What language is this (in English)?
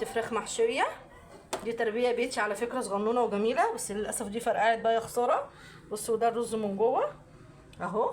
Egyptian Arabic